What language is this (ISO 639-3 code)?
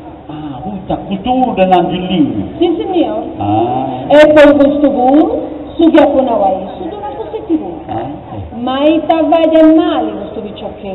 srd